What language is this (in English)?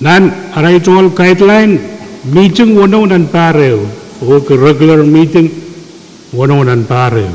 Pohnpeian